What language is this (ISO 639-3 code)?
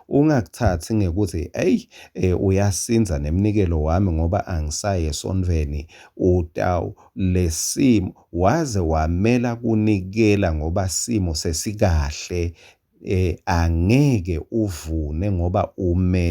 ssw